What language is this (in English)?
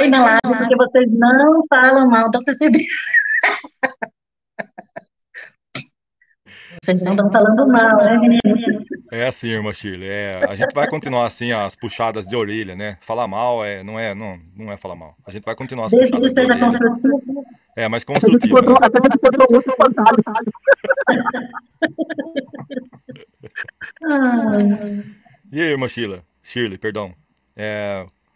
Portuguese